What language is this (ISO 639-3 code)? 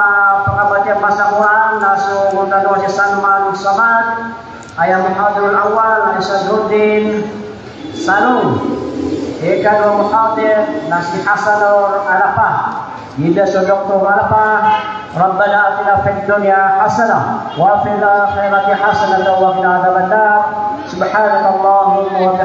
mrw